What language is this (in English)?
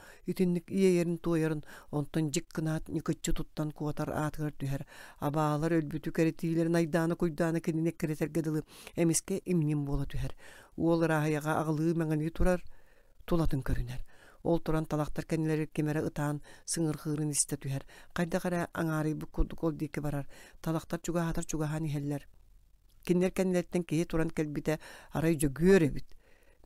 Yakut